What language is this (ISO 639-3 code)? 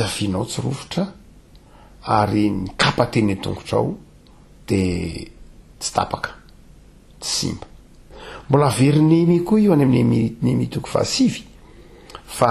mlg